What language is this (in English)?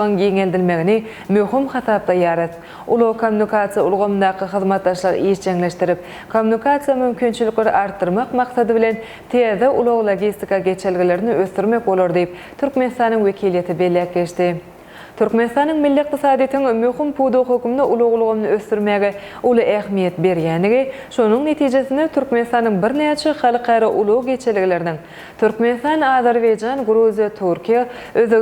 Turkmen